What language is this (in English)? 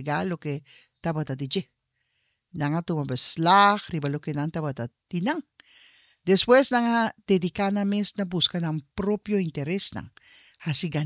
Papiamento